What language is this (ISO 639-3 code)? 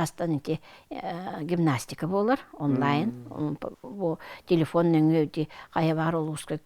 sah